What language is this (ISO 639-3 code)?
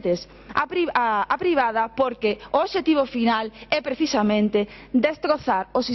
glg